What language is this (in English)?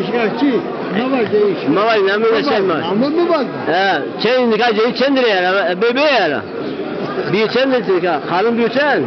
Zaza